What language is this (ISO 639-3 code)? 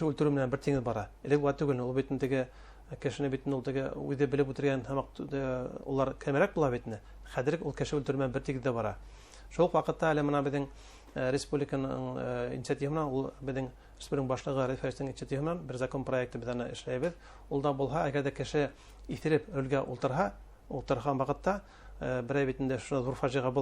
bak